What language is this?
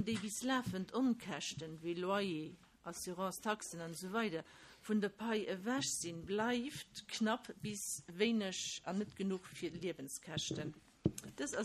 Luxembourgish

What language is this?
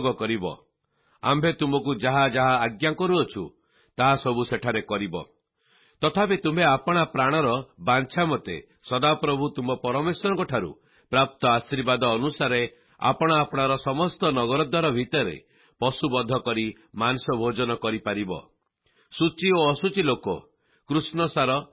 Odia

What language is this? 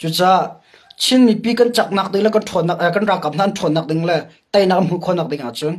Hakha Chin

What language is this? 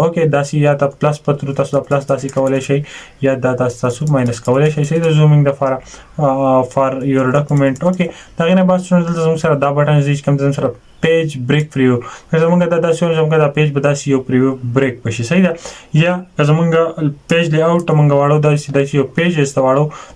Pashto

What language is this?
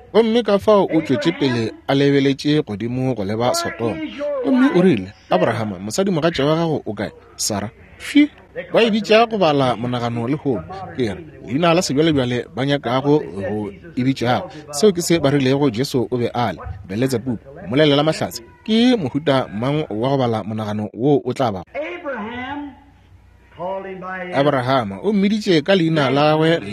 Northern Sotho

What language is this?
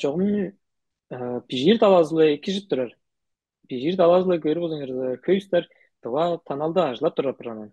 Tuvinian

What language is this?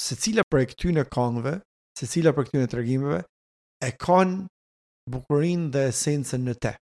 Albanian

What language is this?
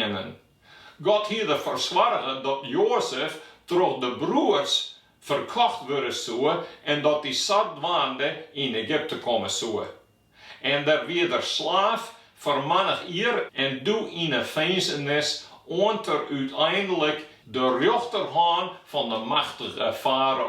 Western Frisian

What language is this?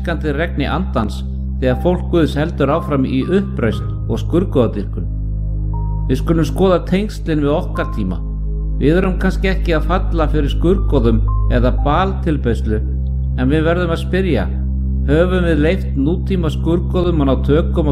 Icelandic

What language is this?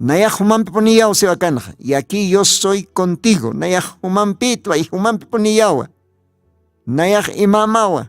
Aymara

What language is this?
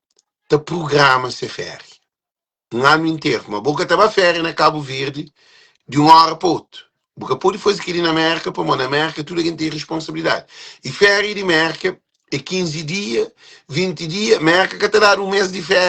Kabuverdianu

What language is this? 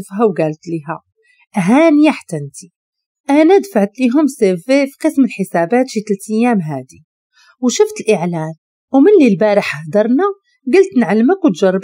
Moroccan Arabic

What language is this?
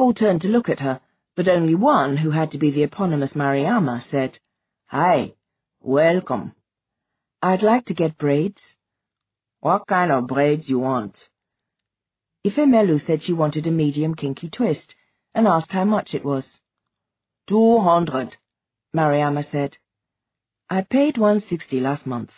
English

